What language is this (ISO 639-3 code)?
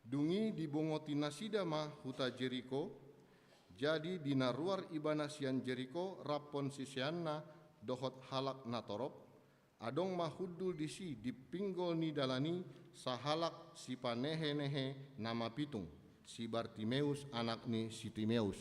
bbc